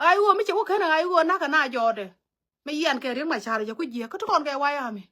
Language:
Nuer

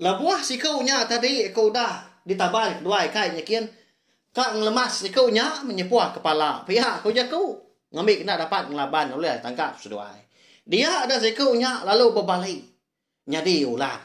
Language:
Iban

